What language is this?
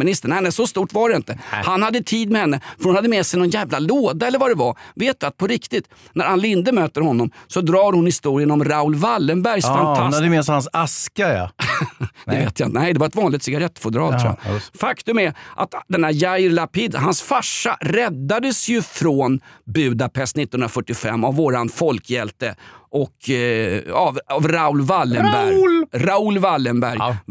Swedish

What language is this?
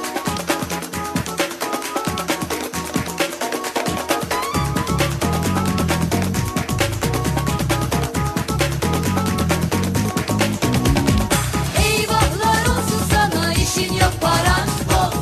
Turkish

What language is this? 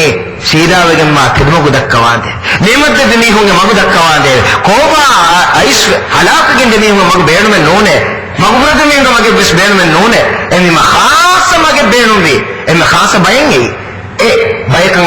Divehi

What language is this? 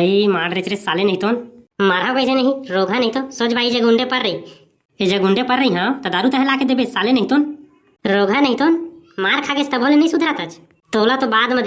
Chhattisgarhi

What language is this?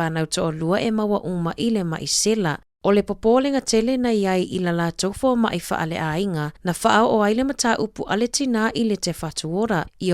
Samoan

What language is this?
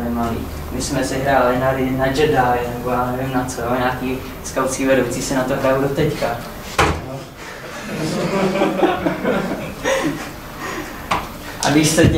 Czech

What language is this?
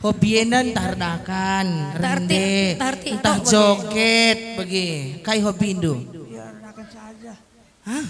Batak Karo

